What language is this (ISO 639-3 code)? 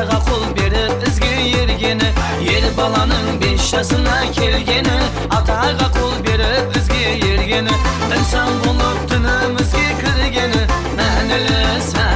kaa